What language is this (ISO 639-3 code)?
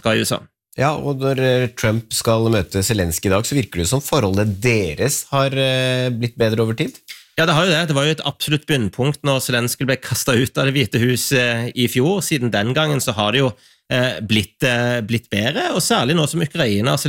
nor